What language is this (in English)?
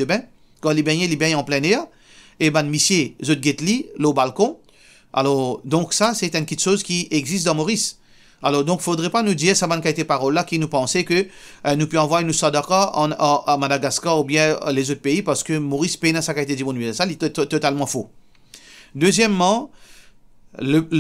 Morisyen